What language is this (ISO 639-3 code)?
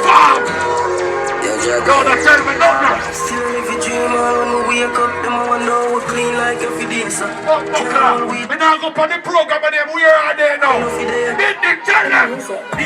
jam